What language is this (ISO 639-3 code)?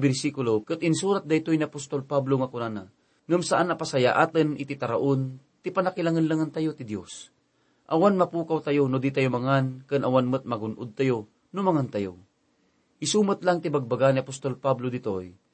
ilo